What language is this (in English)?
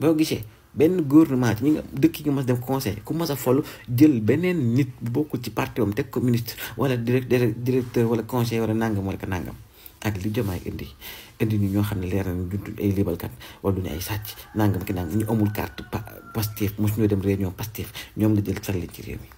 Wolof